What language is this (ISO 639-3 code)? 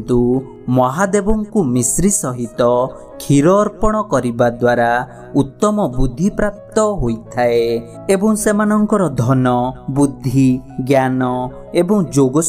ori